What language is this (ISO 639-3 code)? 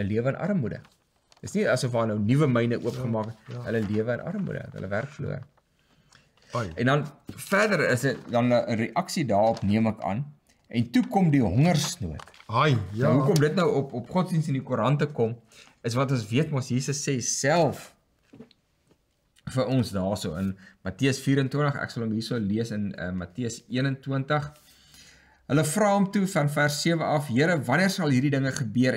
afr